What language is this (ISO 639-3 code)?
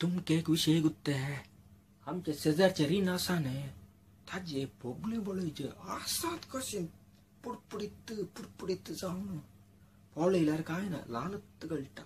kok